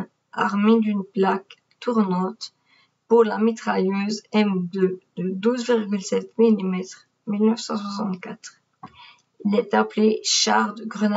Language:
French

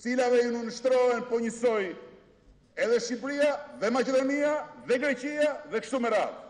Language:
Albanian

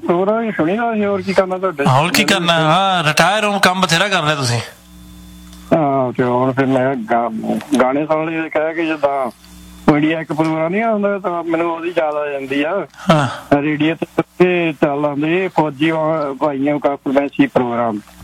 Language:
Punjabi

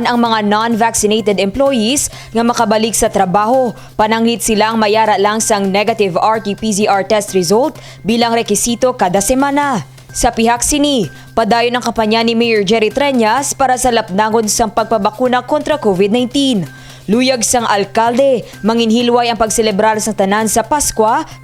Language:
Hiligaynon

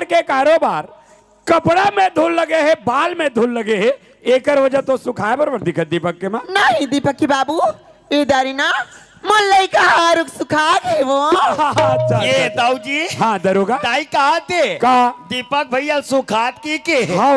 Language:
Chhattisgarhi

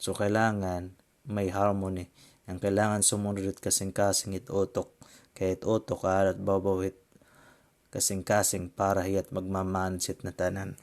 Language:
Waray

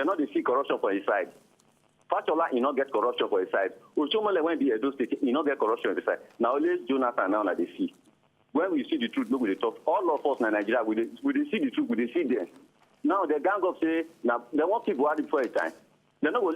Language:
Nigerian Pidgin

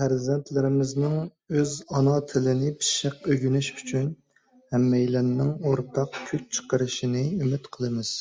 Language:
Uyghur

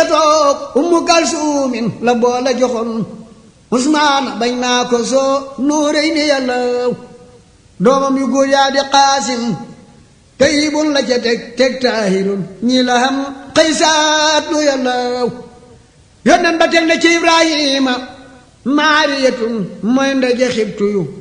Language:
Wolof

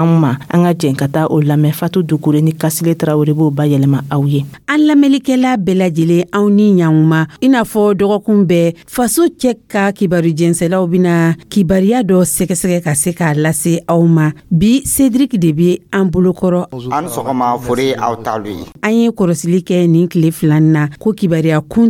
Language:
Dyula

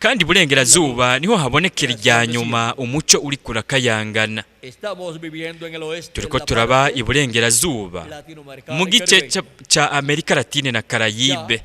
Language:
Rundi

